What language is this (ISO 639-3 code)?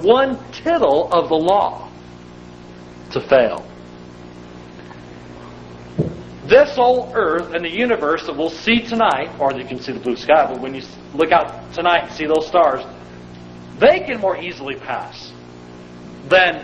eng